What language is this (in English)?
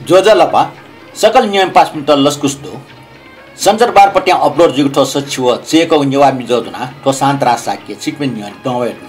Newari